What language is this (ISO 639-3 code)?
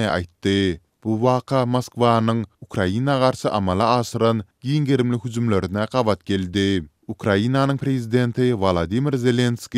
tuk